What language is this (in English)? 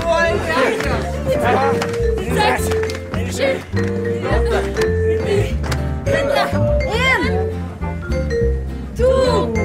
Norwegian